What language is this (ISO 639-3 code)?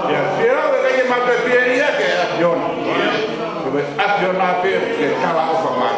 ton